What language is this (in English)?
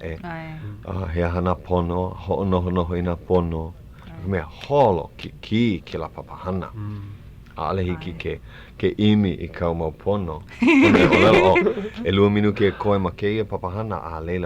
Hawaiian